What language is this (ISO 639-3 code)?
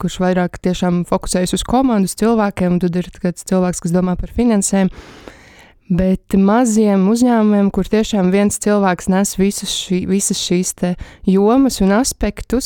lav